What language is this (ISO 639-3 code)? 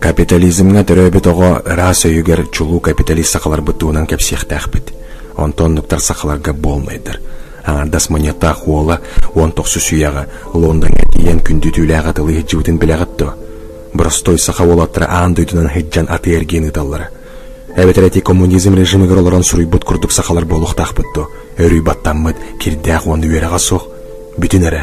sah